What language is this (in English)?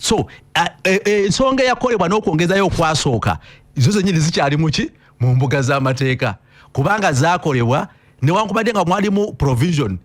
Ganda